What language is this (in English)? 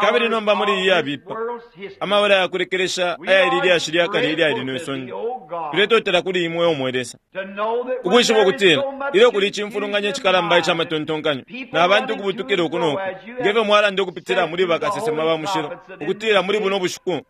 Bemba